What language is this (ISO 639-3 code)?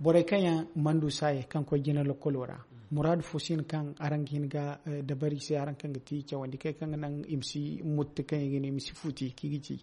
dje